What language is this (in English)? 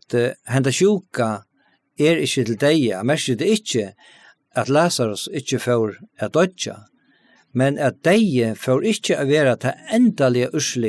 Faroese